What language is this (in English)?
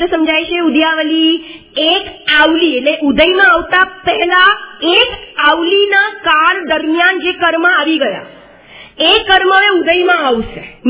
Gujarati